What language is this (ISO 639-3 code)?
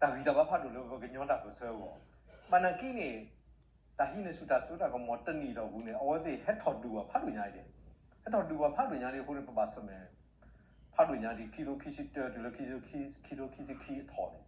ksw